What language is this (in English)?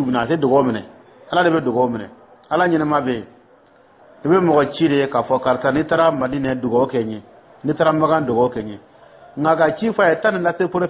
Dyula